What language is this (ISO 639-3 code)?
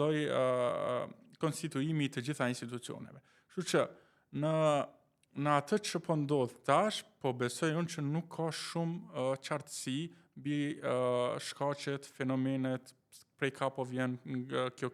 sqi